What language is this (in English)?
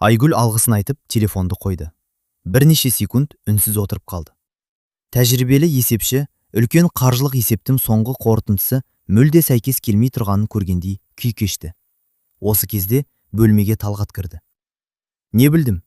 Kazakh